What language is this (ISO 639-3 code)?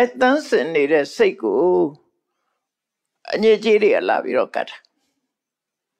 mya